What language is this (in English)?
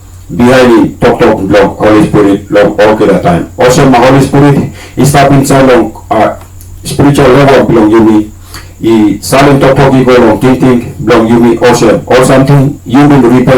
Tok Pisin